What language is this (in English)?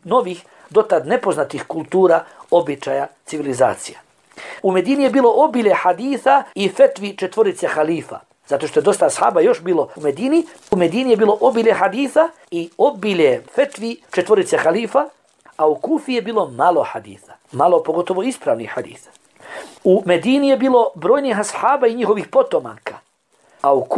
Bosnian